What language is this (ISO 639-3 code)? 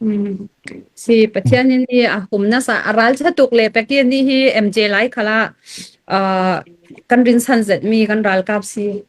cfm